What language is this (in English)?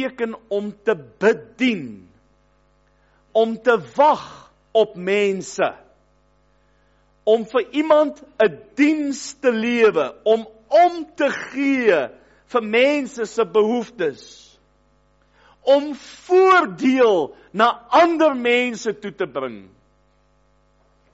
Afrikaans